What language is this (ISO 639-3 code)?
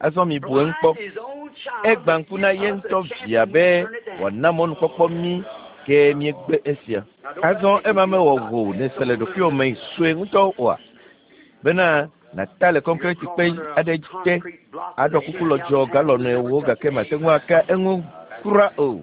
ewe